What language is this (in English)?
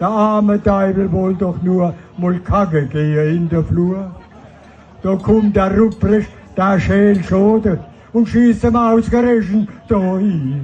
Palatine German